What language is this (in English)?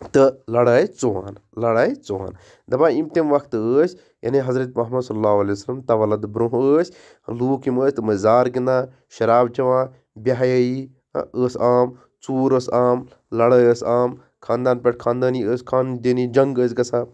Kashmiri